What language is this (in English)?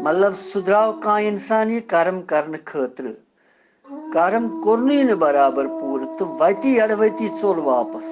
Kashmiri